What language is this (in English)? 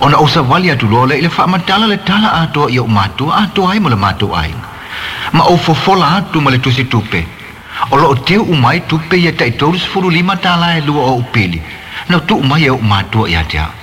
Samoan